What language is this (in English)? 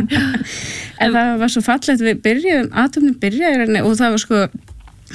Icelandic